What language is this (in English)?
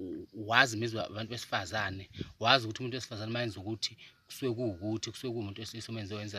Zulu